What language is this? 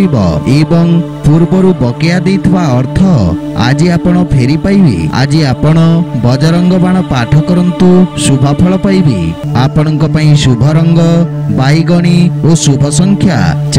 Odia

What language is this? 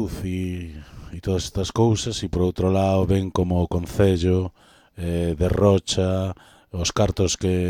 Galician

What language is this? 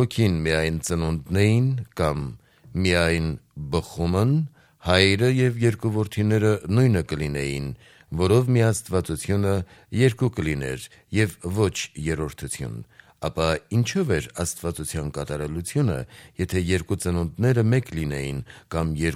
Armenian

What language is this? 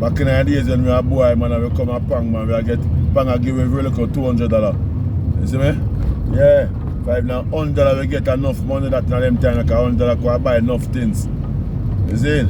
Jamaican Creole English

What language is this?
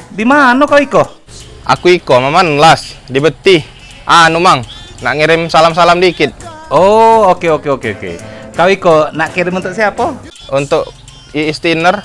Musi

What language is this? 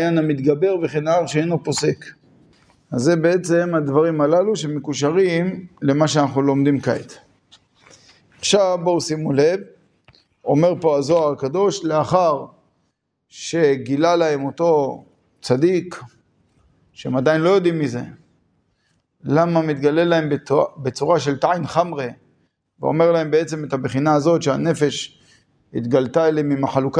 Hebrew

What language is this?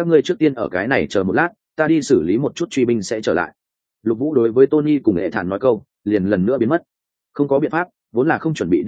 Vietnamese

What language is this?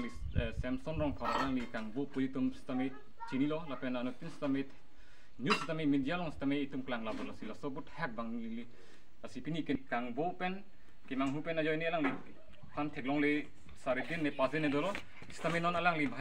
Karbi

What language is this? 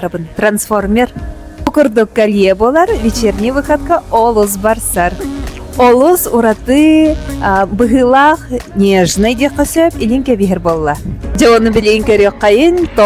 Yakut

